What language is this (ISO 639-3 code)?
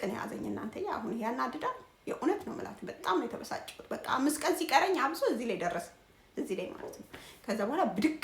amh